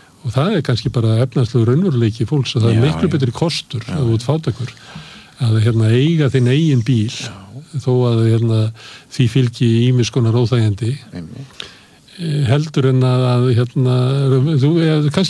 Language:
Icelandic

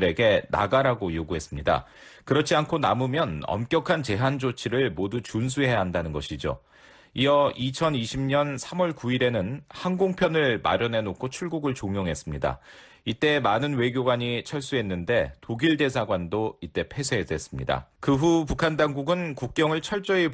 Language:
Korean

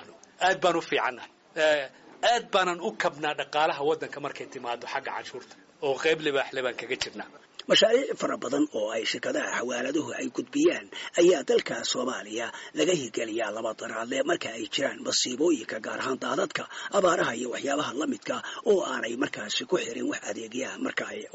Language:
Somali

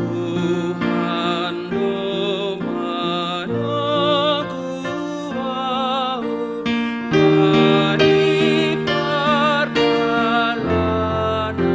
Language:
Batak Simalungun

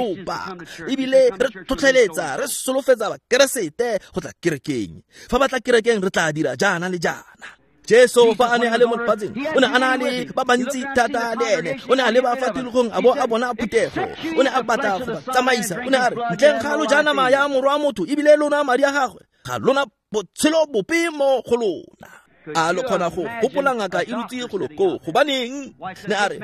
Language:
Tswana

